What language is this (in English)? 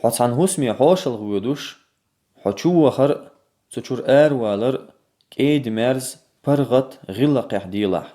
Chechen